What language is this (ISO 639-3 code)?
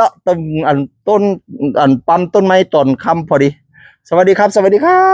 tts